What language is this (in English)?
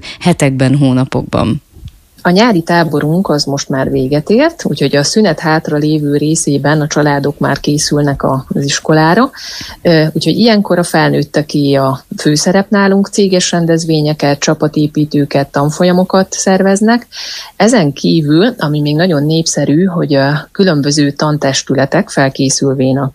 Hungarian